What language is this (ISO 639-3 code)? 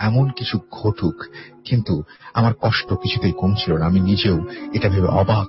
ben